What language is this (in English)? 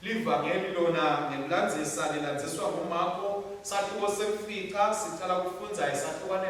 Swati